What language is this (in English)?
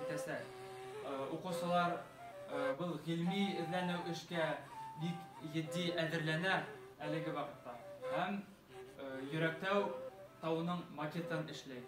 Bashkir